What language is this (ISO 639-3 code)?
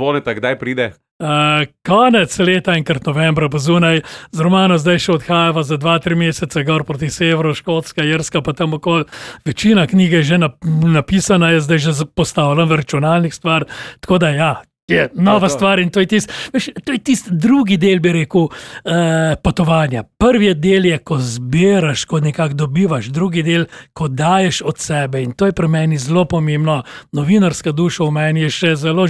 slv